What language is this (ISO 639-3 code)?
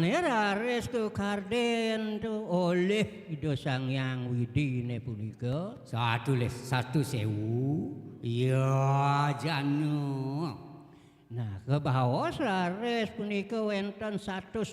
ban